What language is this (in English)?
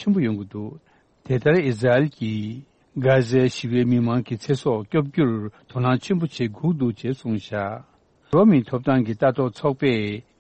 Tibetan